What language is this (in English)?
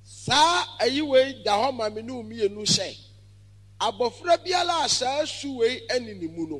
Akan